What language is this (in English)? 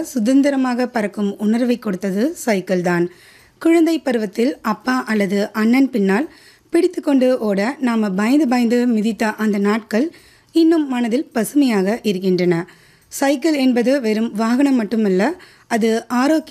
Tamil